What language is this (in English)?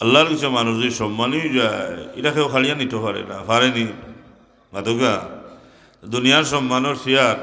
Sylheti